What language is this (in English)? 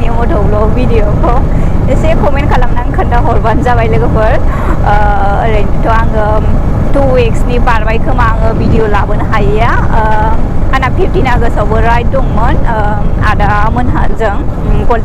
Bodo